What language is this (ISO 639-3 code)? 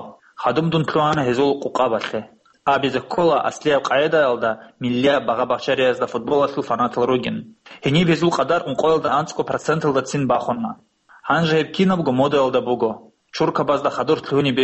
ava